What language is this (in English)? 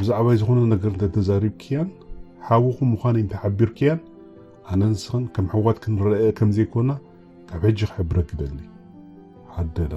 Tigrinya